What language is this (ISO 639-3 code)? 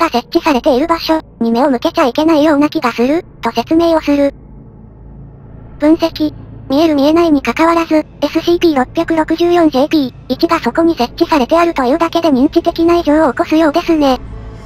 jpn